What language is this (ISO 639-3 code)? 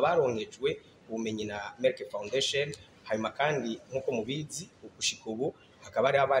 run